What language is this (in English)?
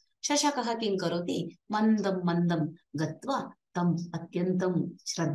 Sanskrit